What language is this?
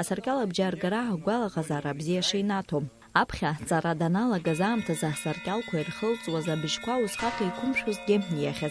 Abkhazian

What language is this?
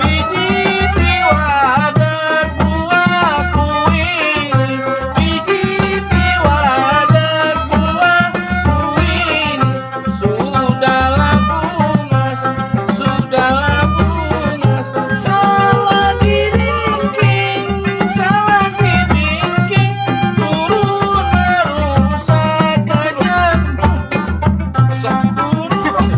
Banjar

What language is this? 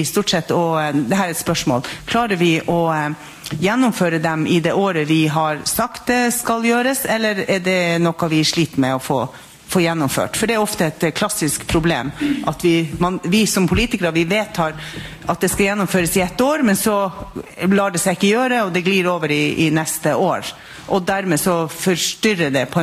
Norwegian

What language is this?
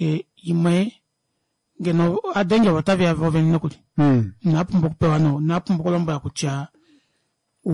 Kuanyama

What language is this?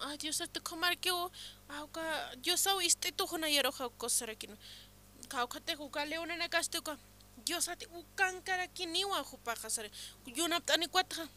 Aymara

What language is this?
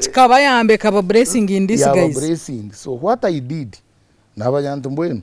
Nyankole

